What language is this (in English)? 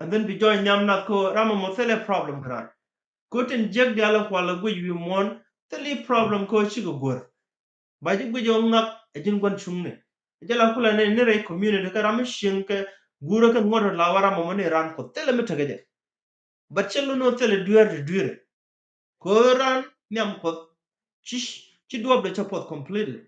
Nuer